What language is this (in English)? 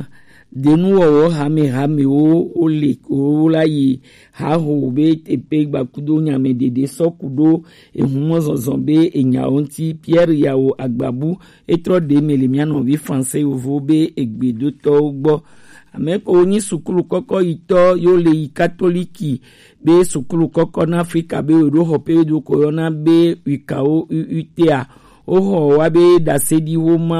Gen